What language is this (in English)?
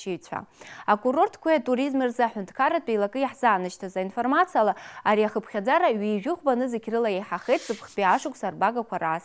Abkhazian